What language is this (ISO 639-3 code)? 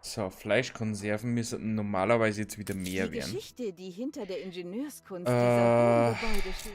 bar